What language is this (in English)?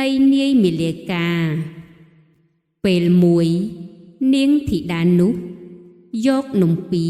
Khmer